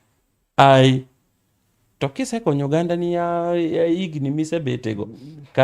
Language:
Luo (Kenya and Tanzania)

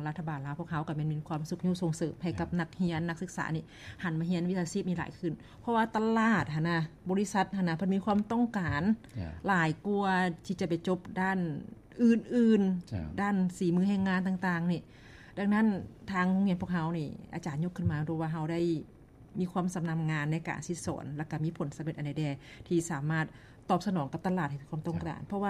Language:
Lao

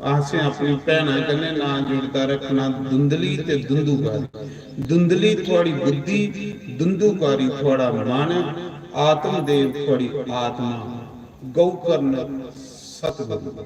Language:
Dogri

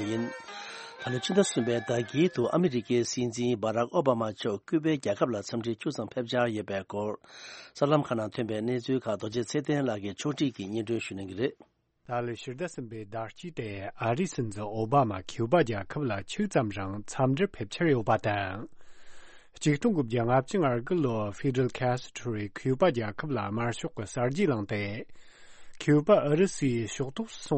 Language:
Tibetan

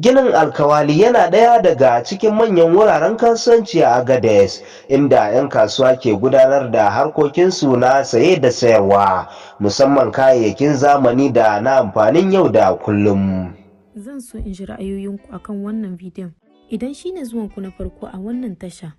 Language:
Hausa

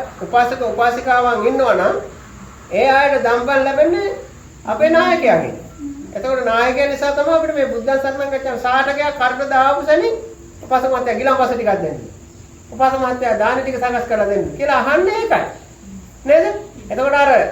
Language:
Sinhala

